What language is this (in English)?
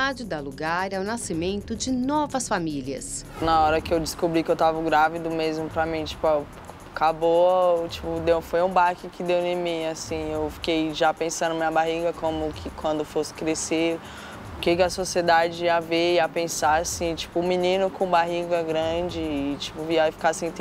Portuguese